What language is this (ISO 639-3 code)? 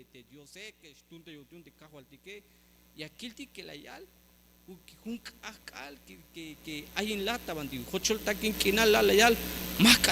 tzh